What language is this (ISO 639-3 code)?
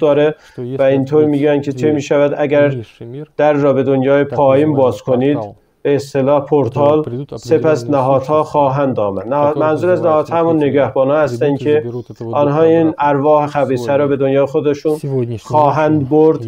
fas